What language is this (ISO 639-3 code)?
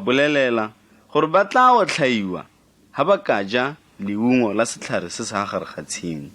tsn